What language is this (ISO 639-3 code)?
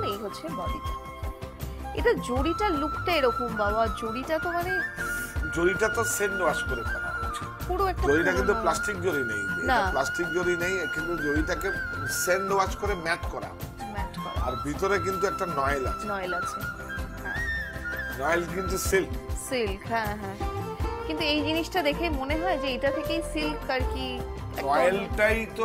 ben